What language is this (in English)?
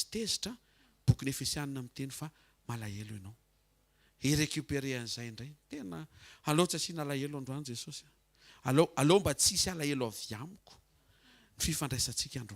Malagasy